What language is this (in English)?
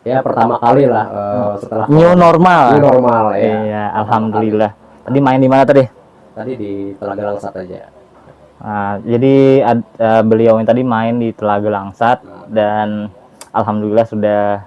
Banjar